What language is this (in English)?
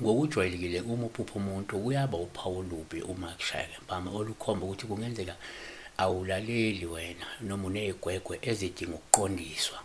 Zulu